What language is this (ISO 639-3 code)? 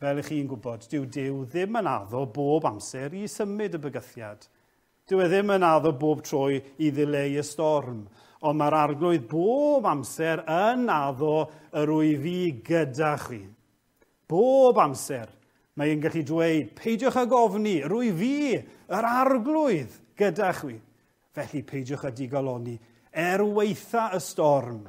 cym